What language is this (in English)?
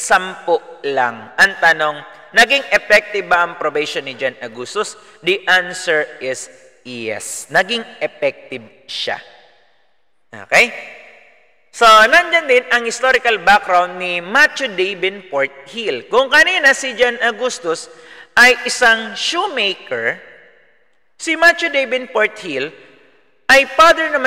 Filipino